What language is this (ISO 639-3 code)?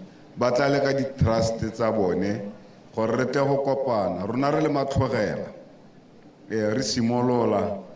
tsn